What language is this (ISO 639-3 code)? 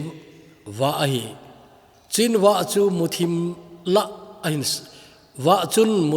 tcz